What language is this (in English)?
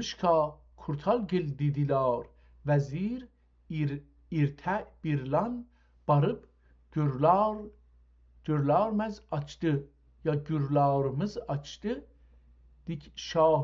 South Azerbaijani